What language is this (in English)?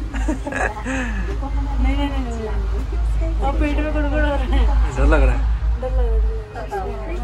Hindi